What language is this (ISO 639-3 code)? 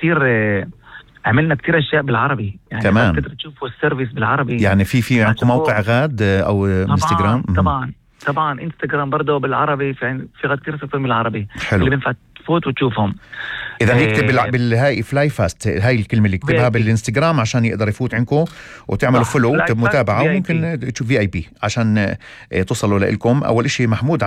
apc